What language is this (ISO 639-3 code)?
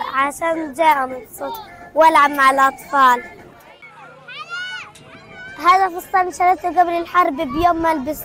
ajp